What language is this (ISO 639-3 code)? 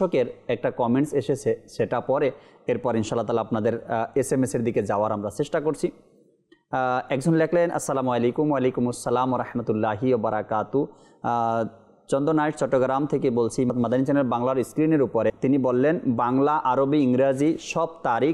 ben